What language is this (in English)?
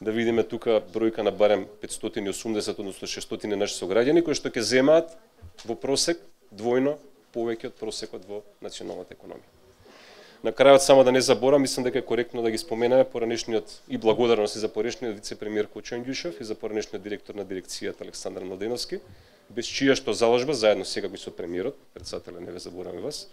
Macedonian